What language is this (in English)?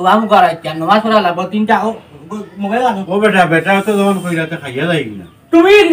Sylheti